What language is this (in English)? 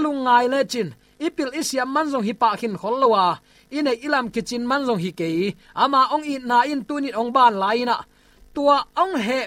Tedim Chin